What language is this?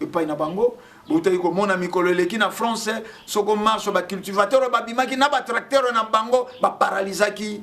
Lingala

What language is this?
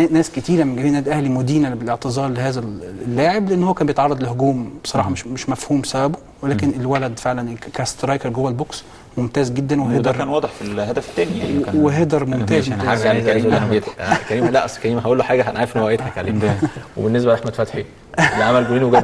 Egyptian Arabic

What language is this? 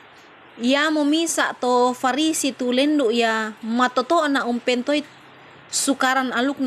Toraja-Sa'dan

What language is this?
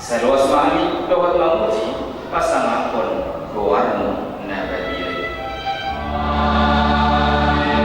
Batak Toba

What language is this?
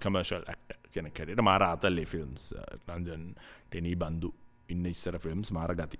Sinhala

